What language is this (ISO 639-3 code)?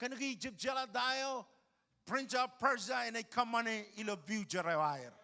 mah